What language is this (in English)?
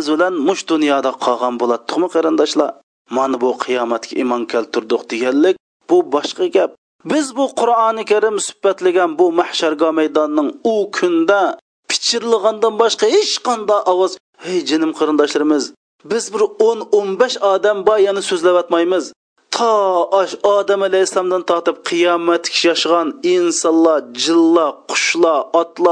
Uyghur